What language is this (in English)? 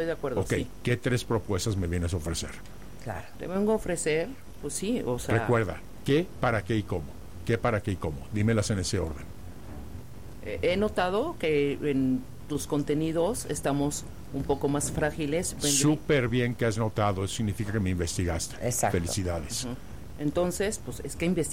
Spanish